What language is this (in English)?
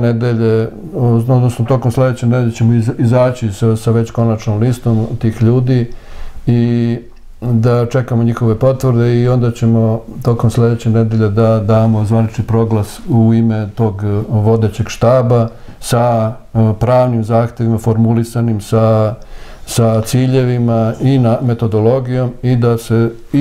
Serbian